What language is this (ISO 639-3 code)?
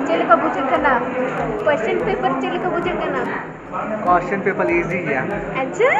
sat